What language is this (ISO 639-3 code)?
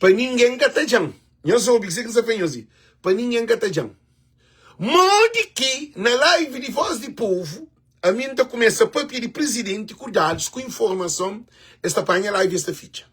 kea